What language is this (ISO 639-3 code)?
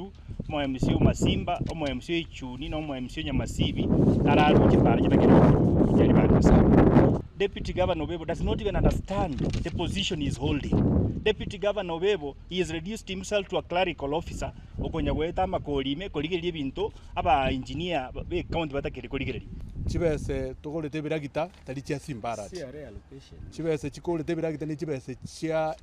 guz